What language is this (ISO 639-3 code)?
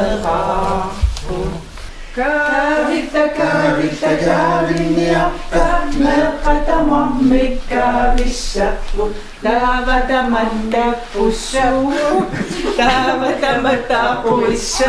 kal